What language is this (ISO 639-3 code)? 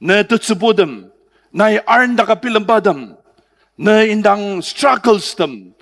njo